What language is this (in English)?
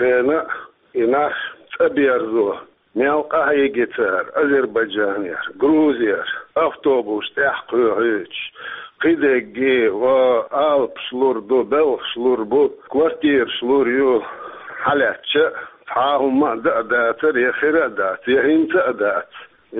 Chechen